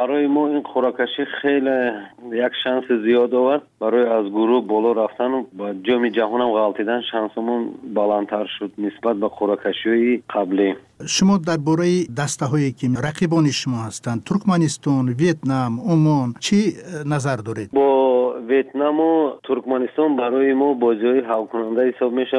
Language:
Persian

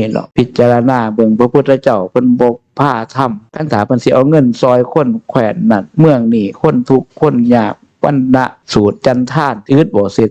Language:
Northeastern Thai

